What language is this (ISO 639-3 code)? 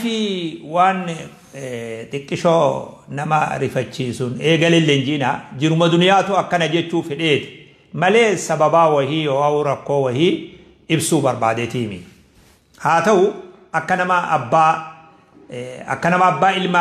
orm